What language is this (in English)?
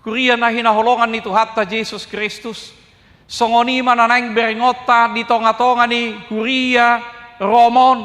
Batak Toba